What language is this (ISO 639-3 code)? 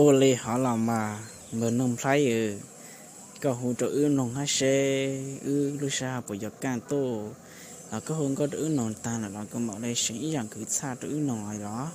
hmn